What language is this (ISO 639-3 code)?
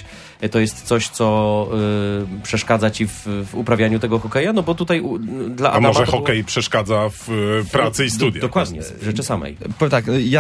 pol